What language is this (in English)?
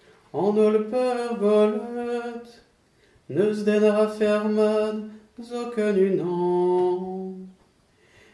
Breton